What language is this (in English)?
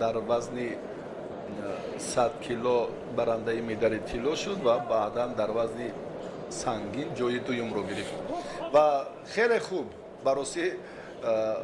Tajik